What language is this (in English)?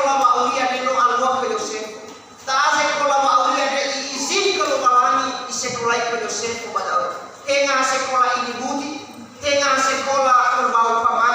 Nias